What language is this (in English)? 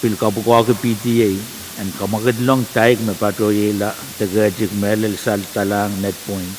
Pohnpeian